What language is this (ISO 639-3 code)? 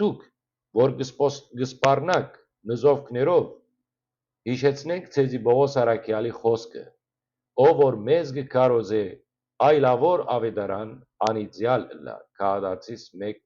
hyw